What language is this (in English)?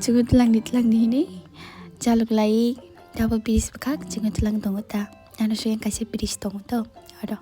Kok Borok